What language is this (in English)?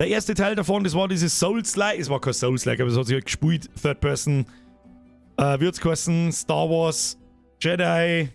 Bavarian